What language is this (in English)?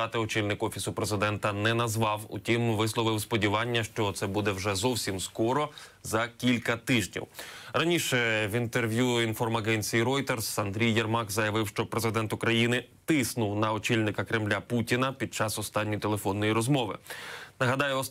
Ukrainian